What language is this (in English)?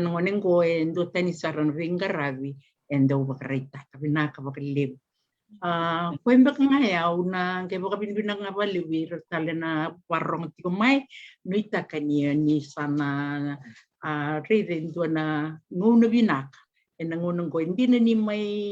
Fijian